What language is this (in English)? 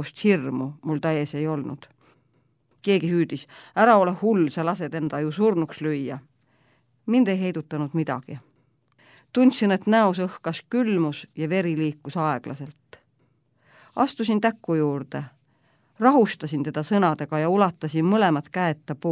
Estonian